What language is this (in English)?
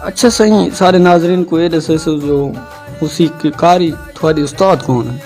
Saraiki